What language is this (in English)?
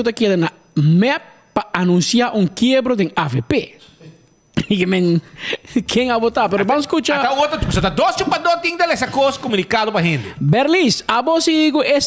Papiamento